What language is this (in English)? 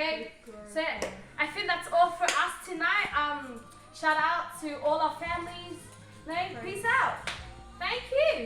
Samoan